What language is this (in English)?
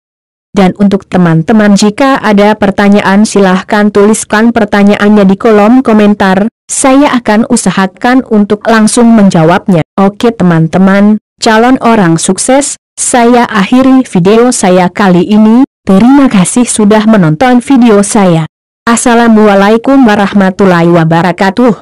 Indonesian